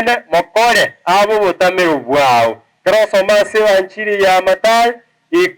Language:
Gusii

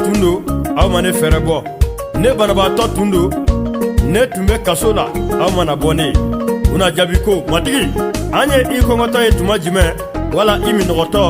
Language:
Bambara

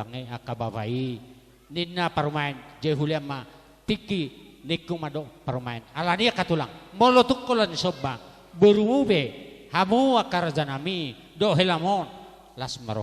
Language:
Batak Toba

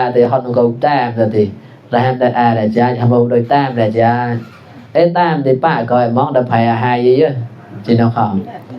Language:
Mon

